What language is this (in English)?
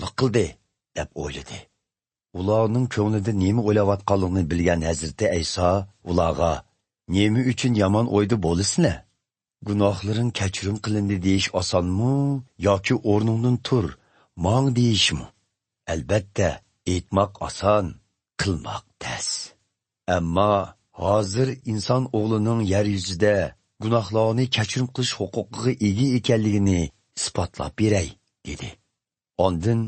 Uyghur